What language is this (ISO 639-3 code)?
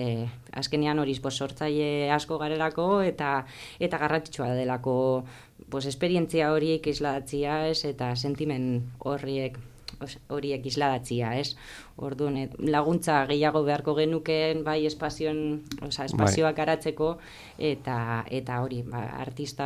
eus